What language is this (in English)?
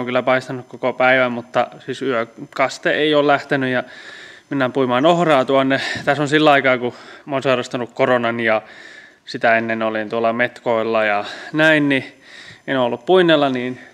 Finnish